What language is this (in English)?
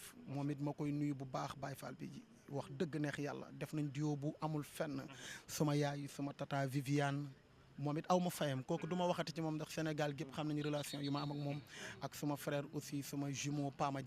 Wolof